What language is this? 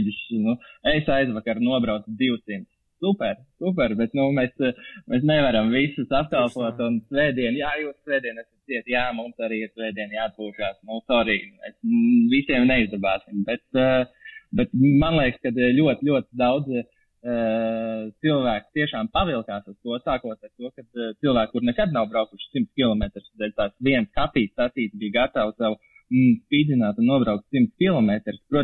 Latvian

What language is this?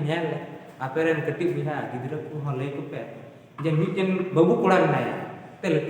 Santali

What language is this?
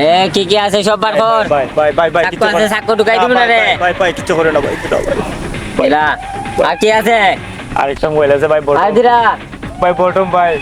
Sylheti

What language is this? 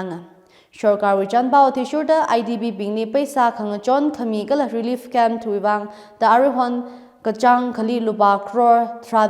Tangkhul Naga (India)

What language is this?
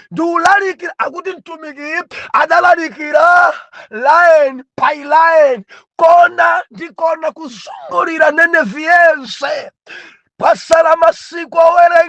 Nyanja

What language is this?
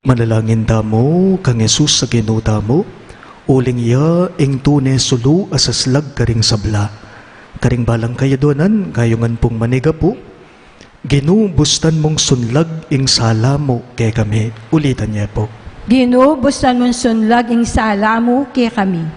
Pampanga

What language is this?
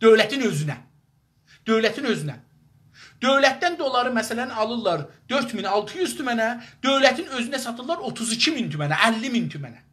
South Azerbaijani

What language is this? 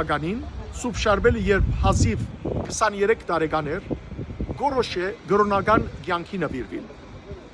Western Armenian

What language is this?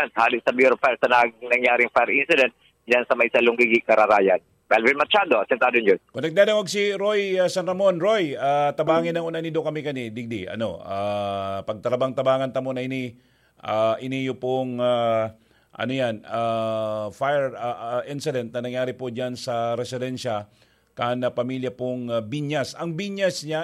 Bikol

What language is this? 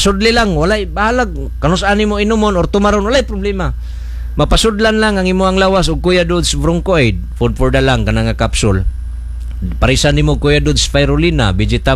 Cebuano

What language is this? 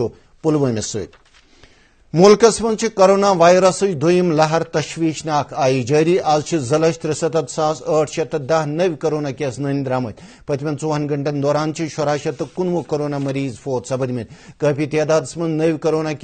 Kashmiri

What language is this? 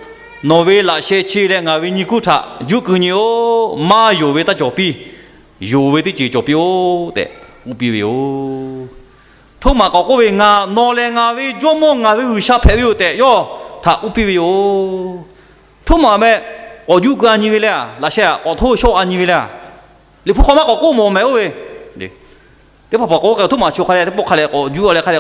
Lahu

